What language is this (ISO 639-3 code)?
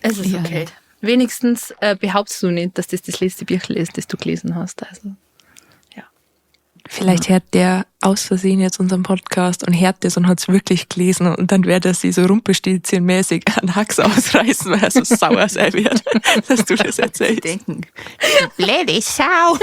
bar